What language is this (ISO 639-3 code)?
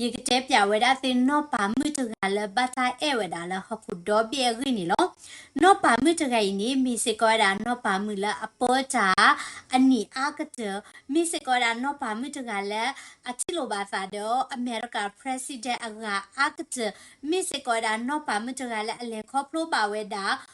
ksw